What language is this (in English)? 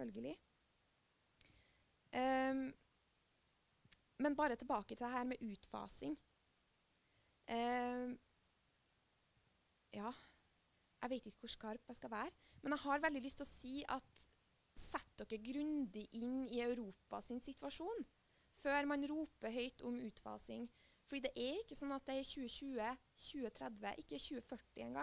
Norwegian